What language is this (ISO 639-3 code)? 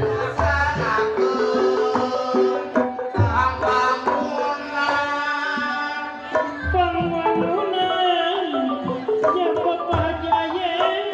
sun